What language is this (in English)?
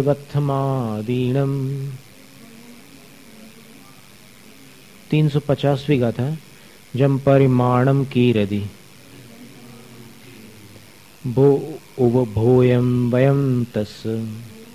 Hindi